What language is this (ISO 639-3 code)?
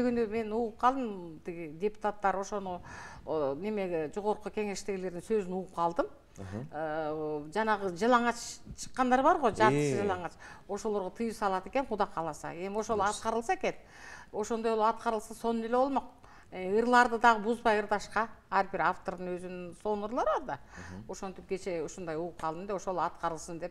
kir